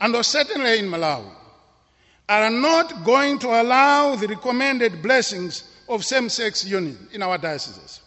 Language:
English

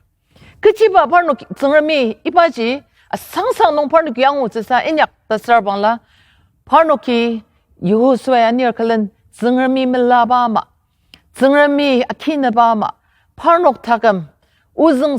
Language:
Ao Naga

